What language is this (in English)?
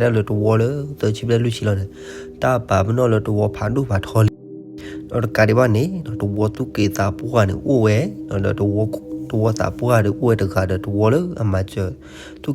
S'gaw Karen